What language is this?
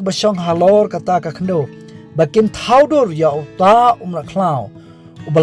Khasi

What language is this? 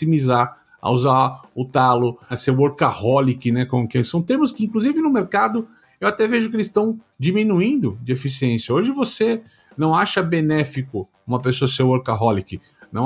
Portuguese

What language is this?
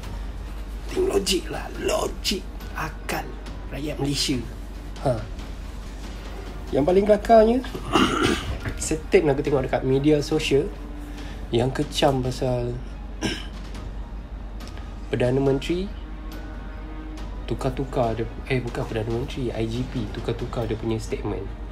Malay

